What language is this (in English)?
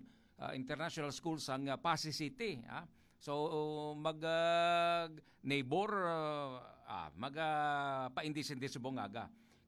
Hiligaynon